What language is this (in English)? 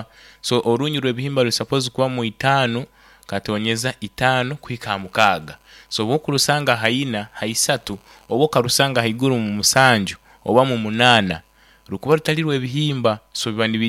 Nyoro